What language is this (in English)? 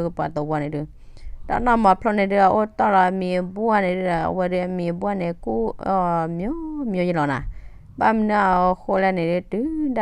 S'gaw Karen